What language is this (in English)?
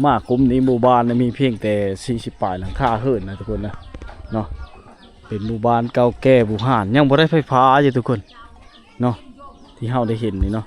Lao